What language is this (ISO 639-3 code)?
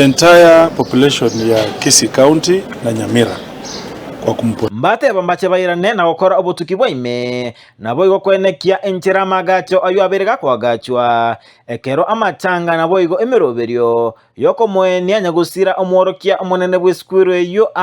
guz